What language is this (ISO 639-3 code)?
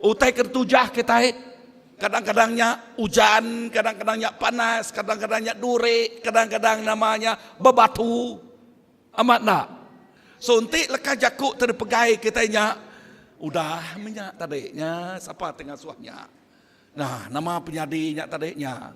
iba